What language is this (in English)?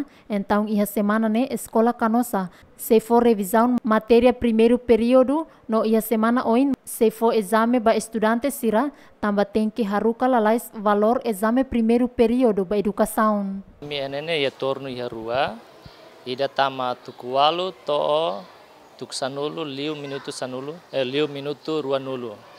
Tetum